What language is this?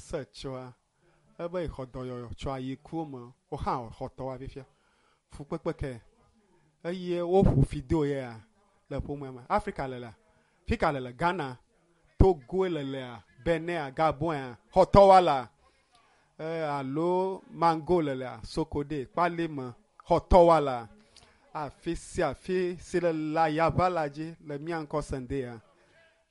Ewe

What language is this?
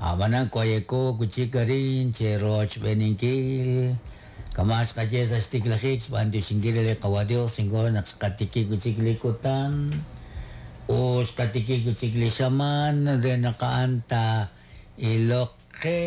Kekchí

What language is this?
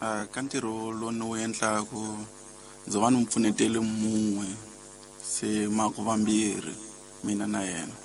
Tsonga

